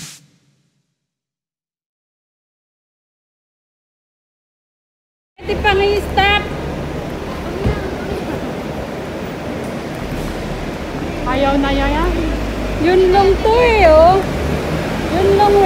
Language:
Filipino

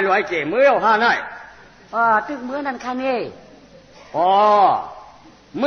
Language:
Shan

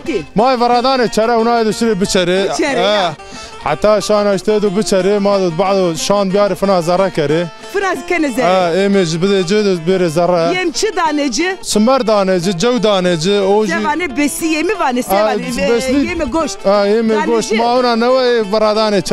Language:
Zaza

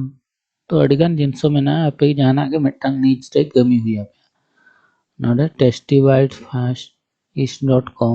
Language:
Santali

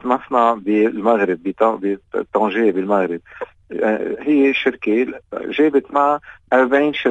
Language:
North Levantine Arabic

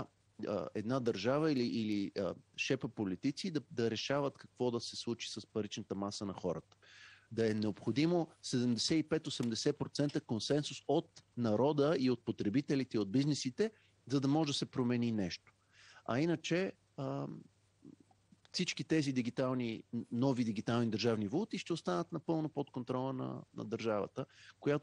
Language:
Bulgarian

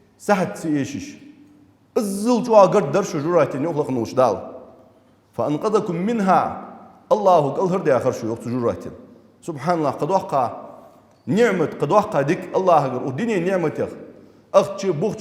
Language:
Ingush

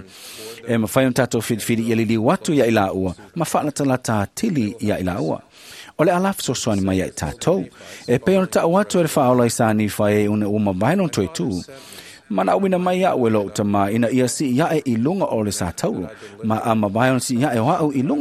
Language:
Samoan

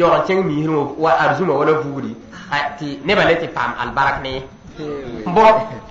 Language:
Mossi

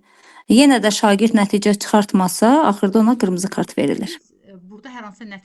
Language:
Azerbaijani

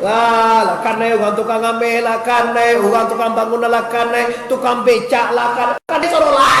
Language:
Minangkabau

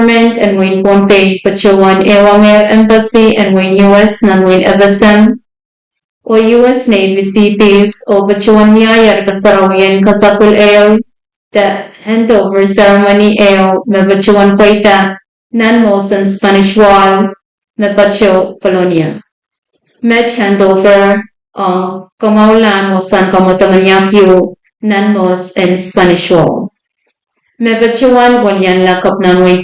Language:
Pohnpeian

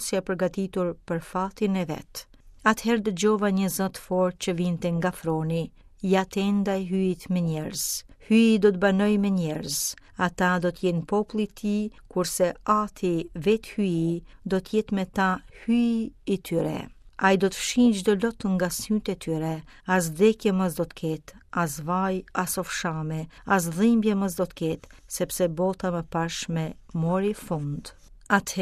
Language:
Albanian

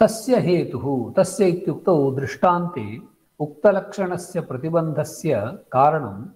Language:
Sanskrit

